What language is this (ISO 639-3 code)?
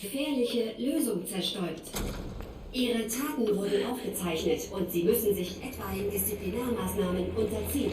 bar